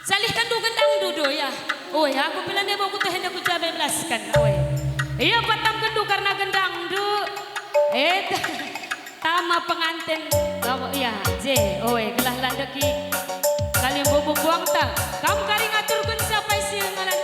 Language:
Batak Karo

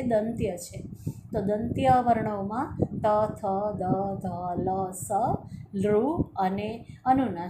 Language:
Gujarati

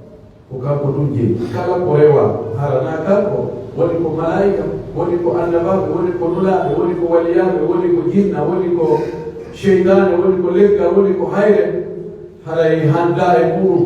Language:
Pular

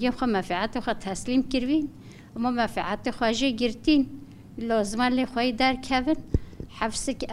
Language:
Kurdish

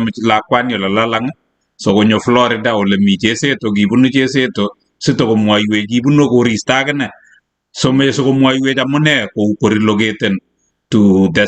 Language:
Kalenjin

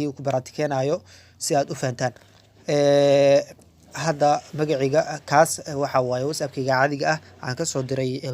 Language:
Somali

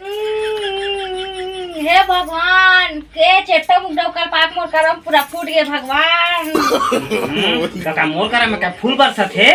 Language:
Chhattisgarhi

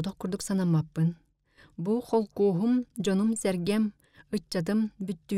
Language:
Yakut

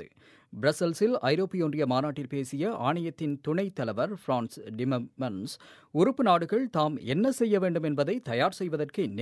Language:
Tamil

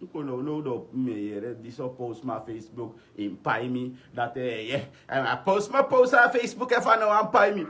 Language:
Sranan Tongo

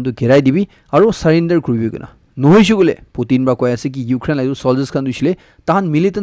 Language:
Naga Pidgin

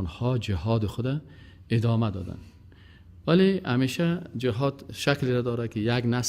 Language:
Persian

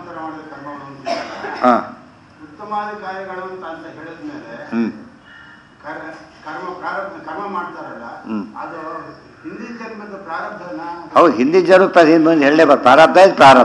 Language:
Kannada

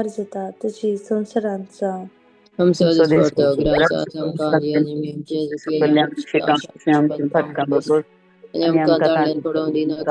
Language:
Konkani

